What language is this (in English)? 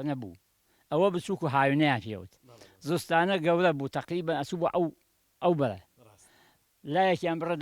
Central Kurdish